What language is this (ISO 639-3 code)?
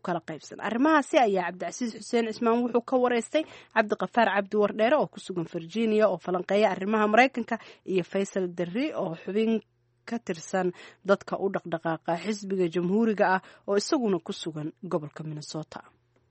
som